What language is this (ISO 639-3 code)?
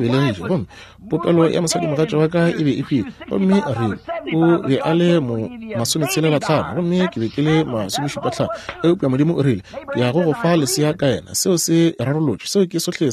nso